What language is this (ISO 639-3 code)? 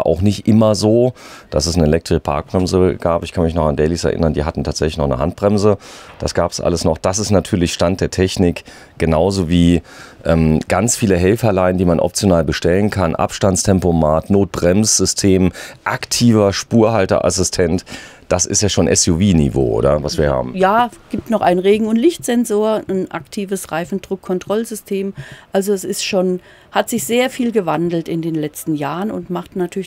deu